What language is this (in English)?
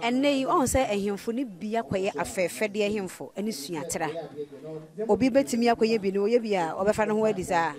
Akan